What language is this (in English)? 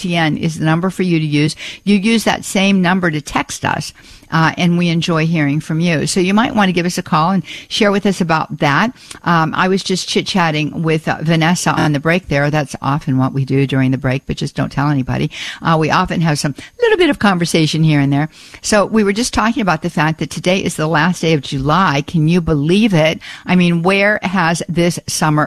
English